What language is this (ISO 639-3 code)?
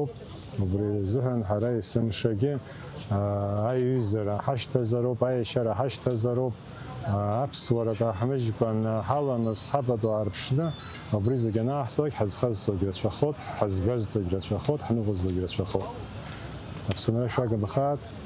abk